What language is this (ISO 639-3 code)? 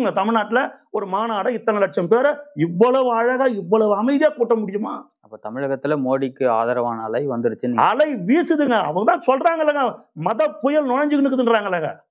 tam